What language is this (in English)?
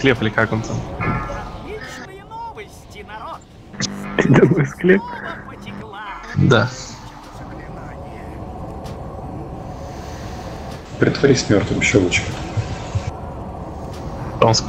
Russian